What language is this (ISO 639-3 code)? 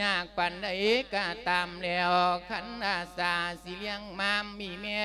lao